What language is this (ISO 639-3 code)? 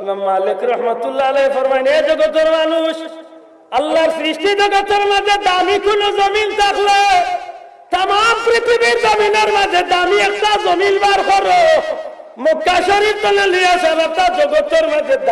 syl